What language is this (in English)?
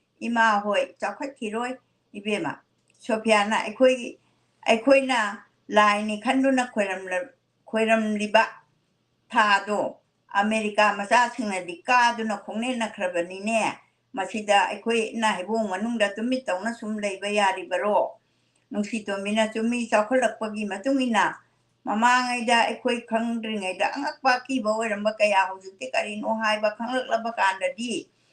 Manipuri